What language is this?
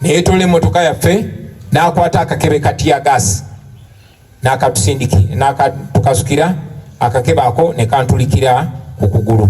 Ganda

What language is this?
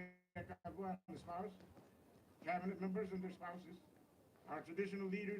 Marshallese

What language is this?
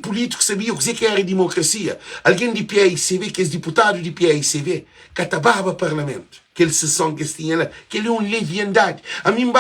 Kabuverdianu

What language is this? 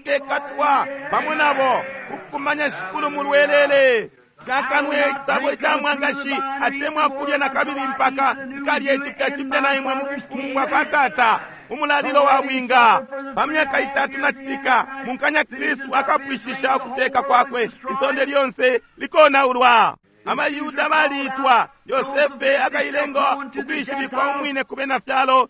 Bemba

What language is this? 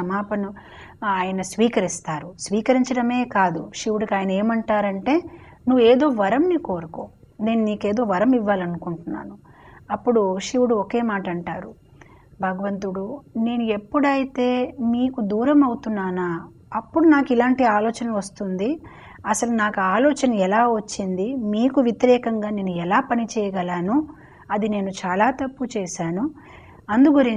Telugu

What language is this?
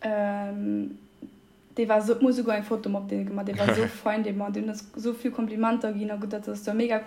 Luxembourgish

